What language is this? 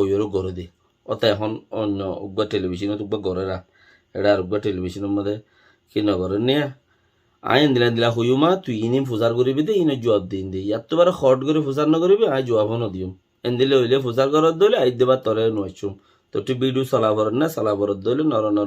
Rohingya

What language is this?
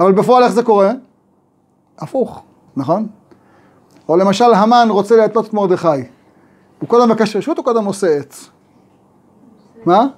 Hebrew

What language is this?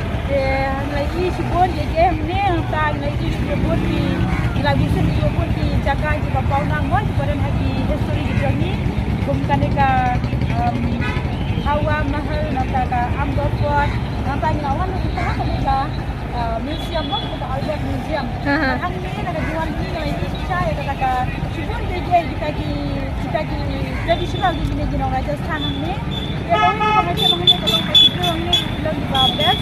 Khasi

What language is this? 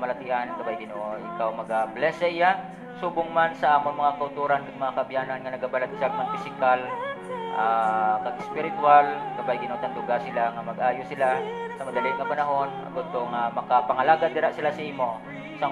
Hiligaynon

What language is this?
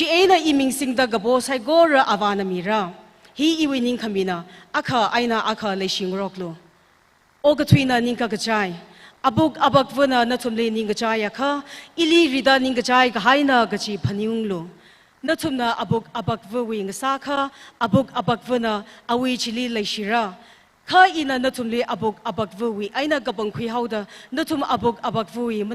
Tangkhul Naga (India)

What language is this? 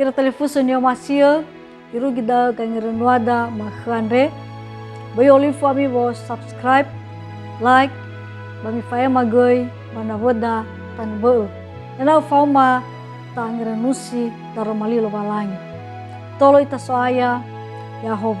Nias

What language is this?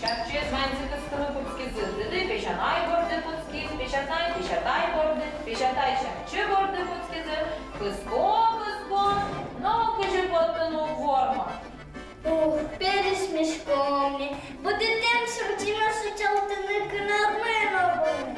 Udmurt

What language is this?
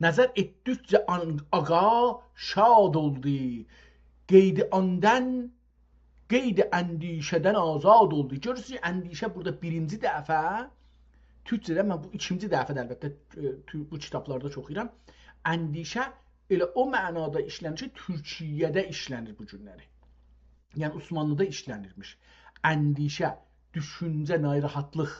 South Azerbaijani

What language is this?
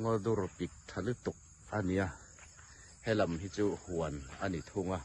Hmar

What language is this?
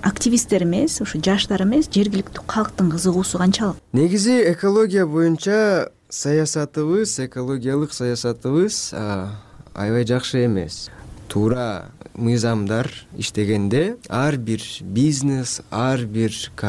Kyrgyz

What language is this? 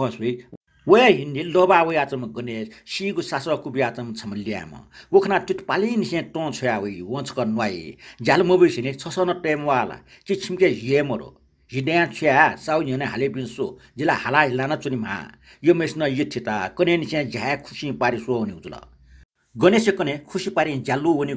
Newari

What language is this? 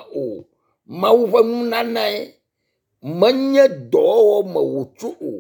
Ewe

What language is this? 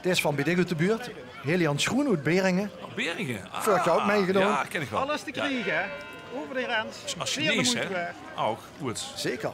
Limburgish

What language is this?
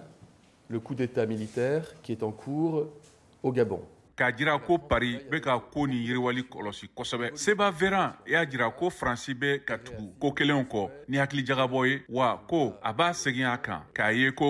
Bambara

